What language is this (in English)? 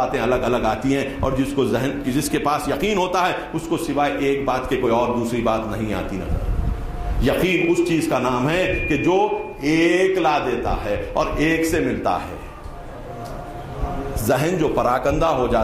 Urdu